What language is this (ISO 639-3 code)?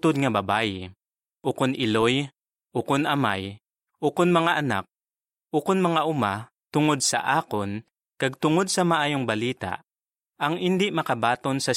hil